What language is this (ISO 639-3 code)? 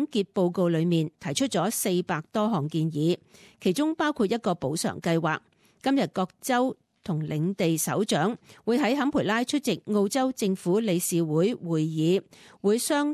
yue